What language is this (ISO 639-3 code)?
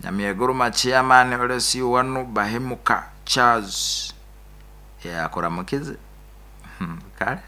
nyo